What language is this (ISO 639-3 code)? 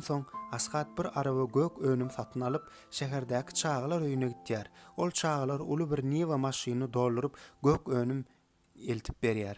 tuk